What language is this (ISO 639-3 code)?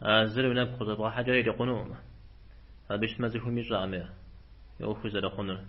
kbd